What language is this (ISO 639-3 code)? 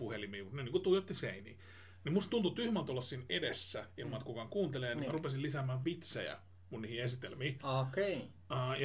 fin